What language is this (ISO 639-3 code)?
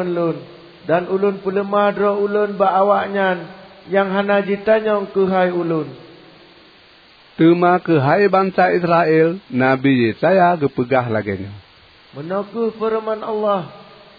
ace